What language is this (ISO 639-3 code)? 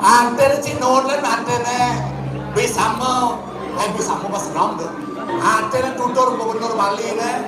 ban